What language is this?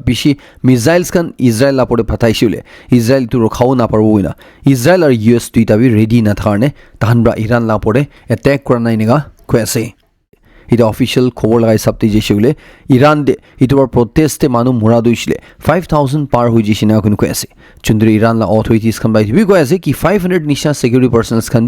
Naga Pidgin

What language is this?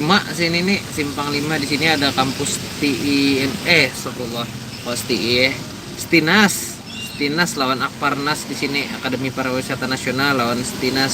Banjar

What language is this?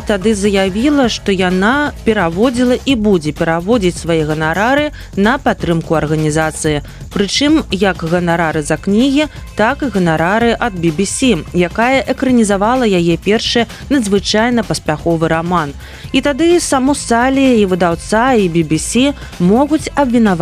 Belarusian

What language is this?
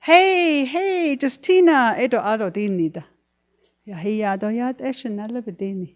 Navajo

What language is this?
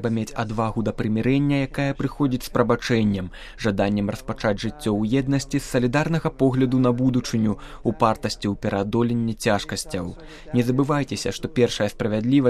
Belarusian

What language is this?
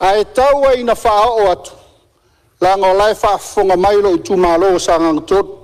Samoan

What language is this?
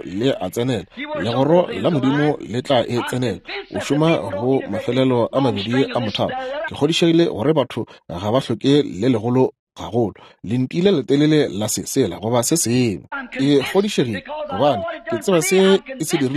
Northern Sotho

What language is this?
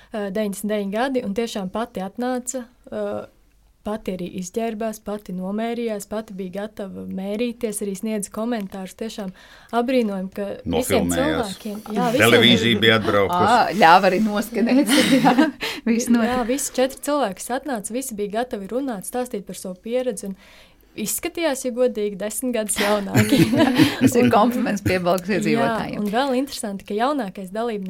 Latvian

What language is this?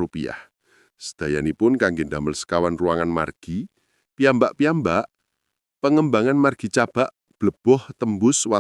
Javanese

